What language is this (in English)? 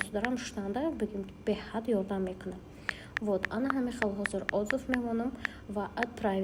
Tajik